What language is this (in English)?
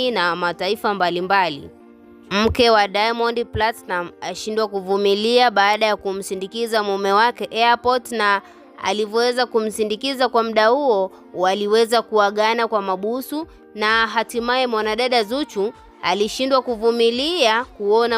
Swahili